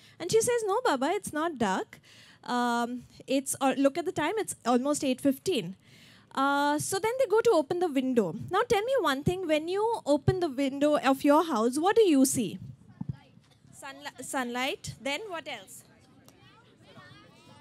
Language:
English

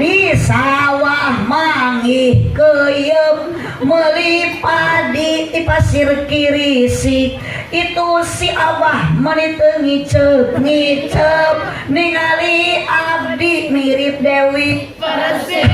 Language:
Sundanese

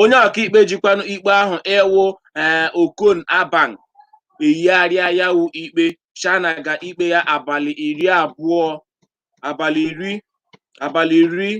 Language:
Igbo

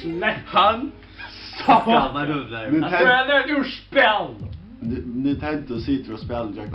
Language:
Faroese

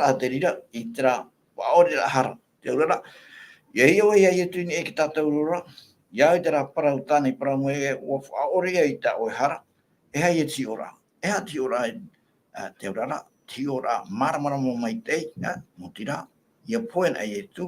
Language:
Tahitian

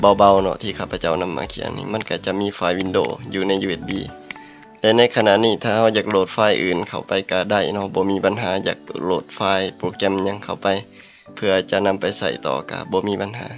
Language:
Lao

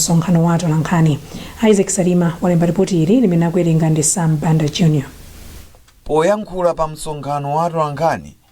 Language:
Nyanja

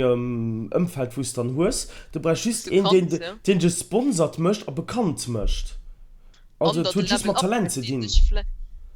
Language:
Luxembourgish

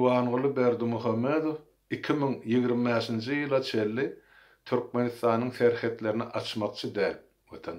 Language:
Turkmen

